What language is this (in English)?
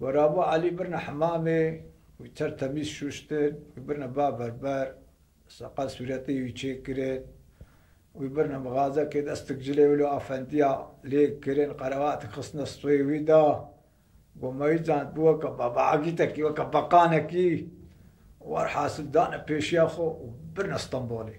Kurdish